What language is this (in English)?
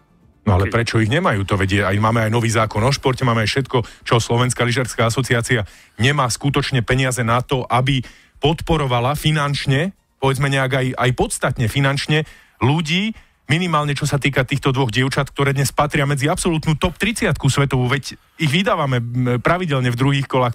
Slovak